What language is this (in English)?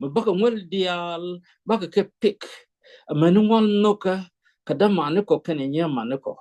Nuer